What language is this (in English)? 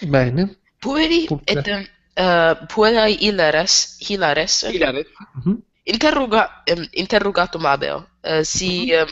Latin